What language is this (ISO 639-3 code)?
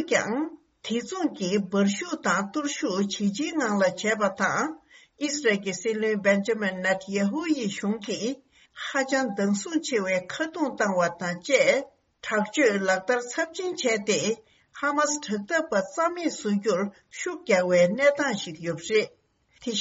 bod